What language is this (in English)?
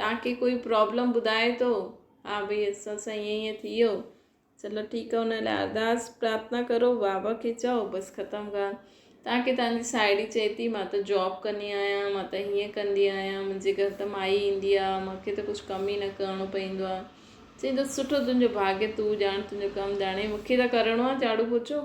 Sindhi